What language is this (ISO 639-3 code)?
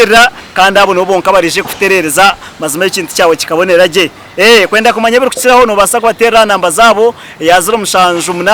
nyn